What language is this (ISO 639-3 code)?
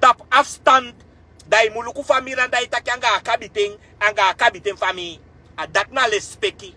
srn